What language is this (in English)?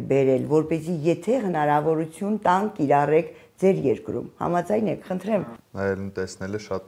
Armenian